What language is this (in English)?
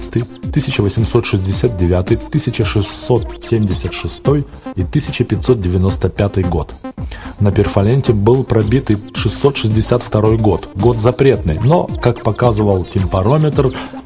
Russian